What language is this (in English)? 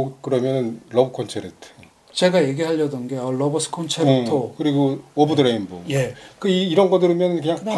Korean